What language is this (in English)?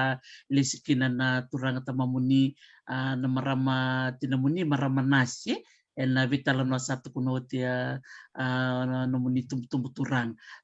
Fijian